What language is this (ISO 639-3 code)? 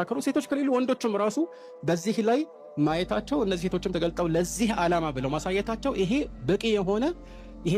amh